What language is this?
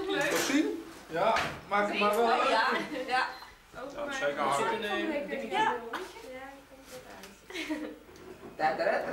Dutch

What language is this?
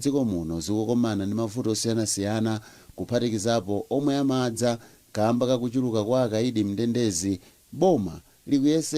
Nyanja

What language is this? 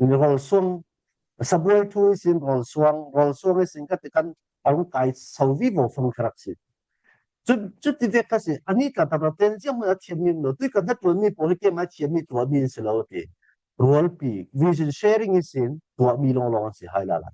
Falam Chin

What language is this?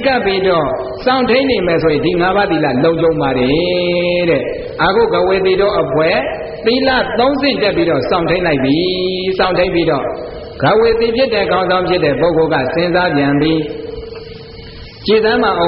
Burmese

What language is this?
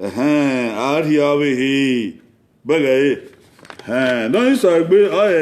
Bini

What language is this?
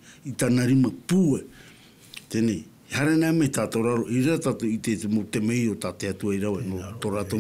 Tahitian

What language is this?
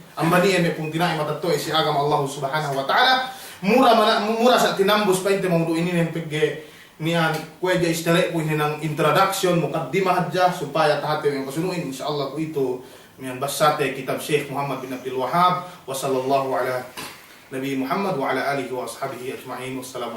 Yakan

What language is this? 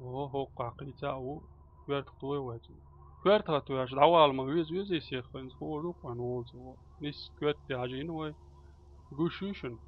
Chechen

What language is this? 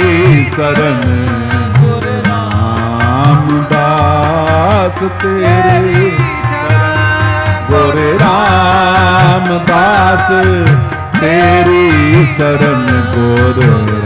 Punjabi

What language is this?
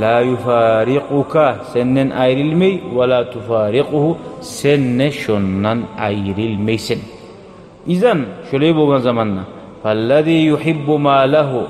Kumyk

